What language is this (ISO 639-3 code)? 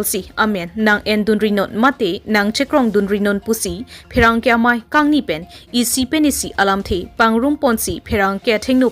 mjw